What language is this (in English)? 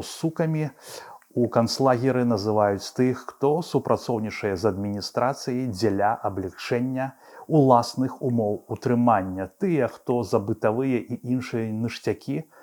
Belarusian